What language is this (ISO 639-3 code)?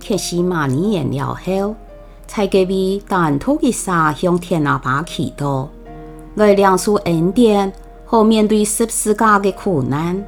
hak